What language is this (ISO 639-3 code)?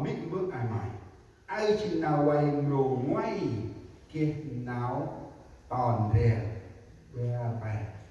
cmo